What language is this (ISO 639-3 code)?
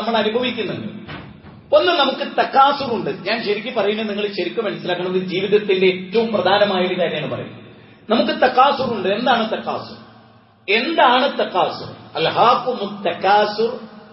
mal